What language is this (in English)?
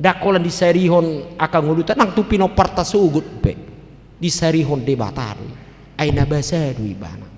Batak Toba